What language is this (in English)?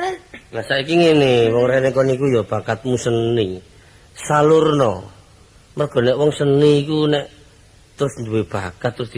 Javanese